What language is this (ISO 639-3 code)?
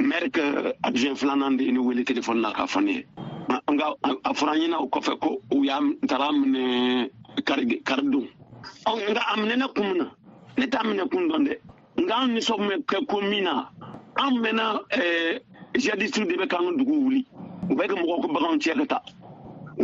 bam